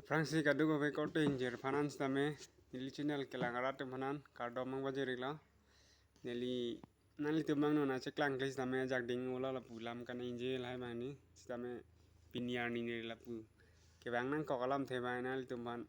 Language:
Karbi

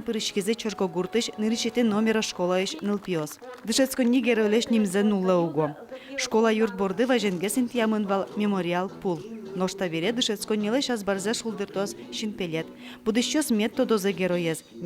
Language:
Udmurt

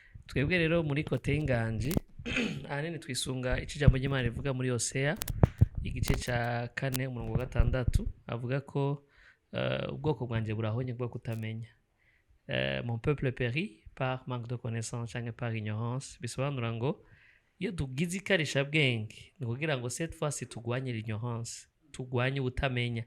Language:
Rundi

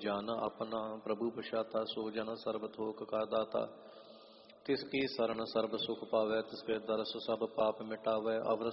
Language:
Punjabi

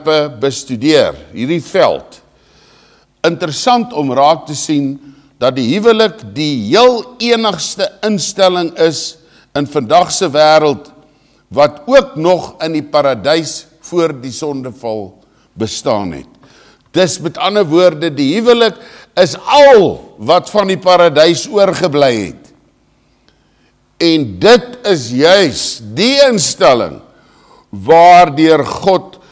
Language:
Afrikaans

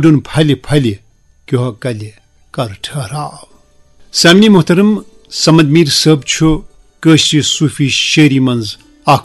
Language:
Kashmiri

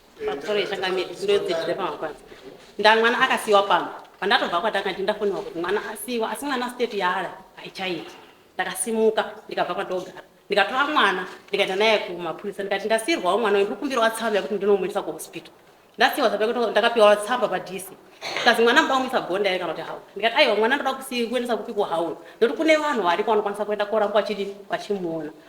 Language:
Shona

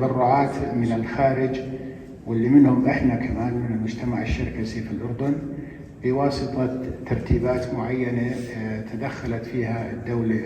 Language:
North Levantine Arabic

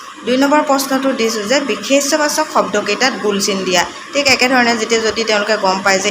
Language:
Assamese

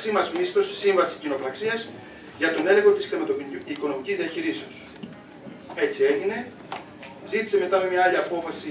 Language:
Greek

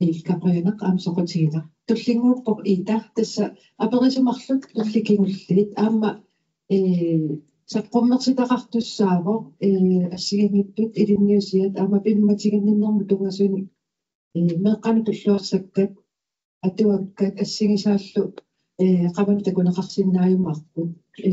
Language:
Kalaallisut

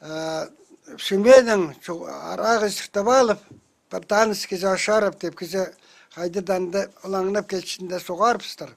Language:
Khakas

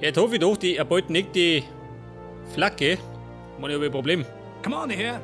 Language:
Bavarian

